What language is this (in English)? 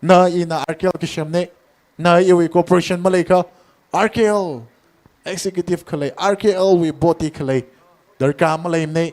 Tangkhul Naga (India)